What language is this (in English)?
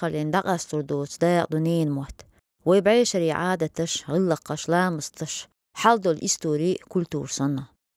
Chechen